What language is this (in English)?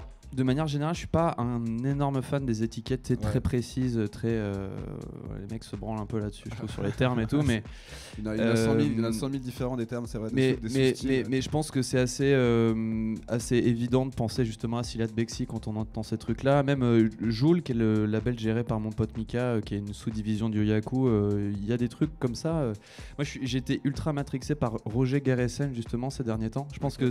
French